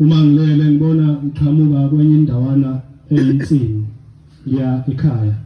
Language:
Zulu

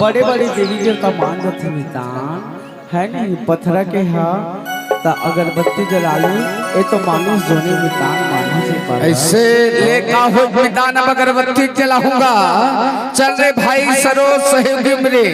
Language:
Chhattisgarhi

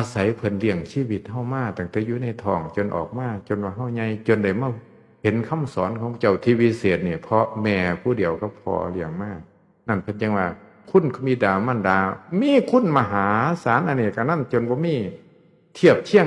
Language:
Northeastern Thai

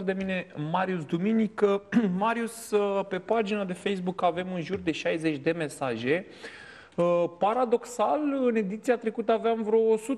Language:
Romanian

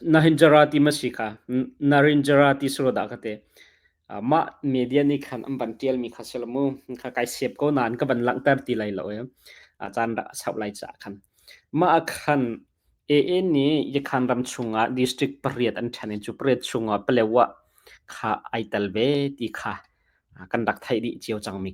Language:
Hakha Chin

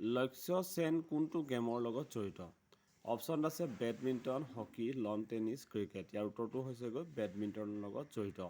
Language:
Assamese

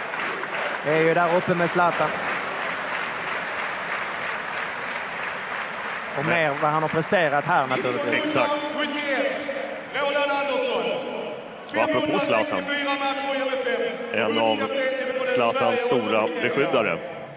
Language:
Swedish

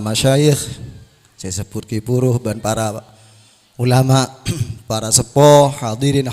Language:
Madurese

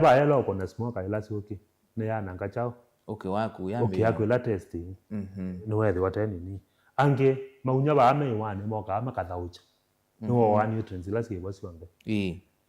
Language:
Kamba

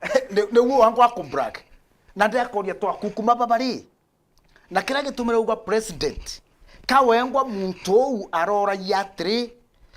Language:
Meru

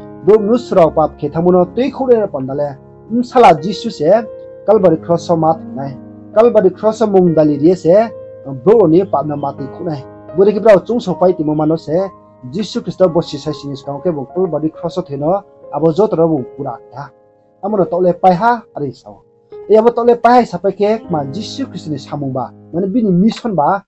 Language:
Riang (India)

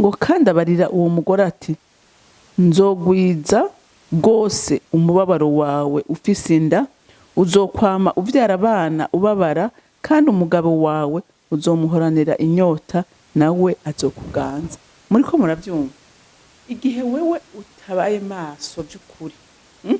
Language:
Rundi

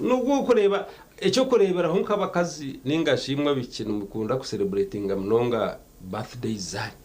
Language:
Nyankole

